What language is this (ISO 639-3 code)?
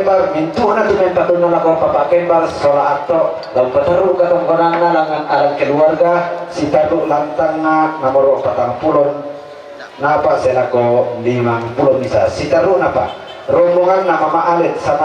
sda